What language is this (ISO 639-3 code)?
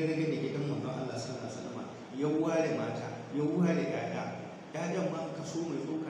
hau